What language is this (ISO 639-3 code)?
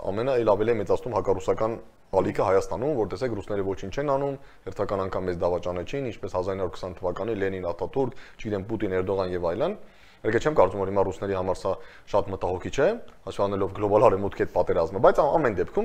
hye